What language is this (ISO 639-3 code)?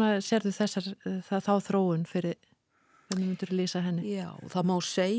isl